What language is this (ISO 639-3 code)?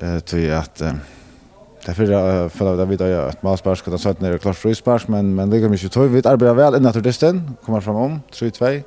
fao